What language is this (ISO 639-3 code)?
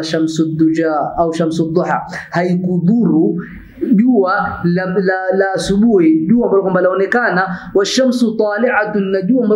swa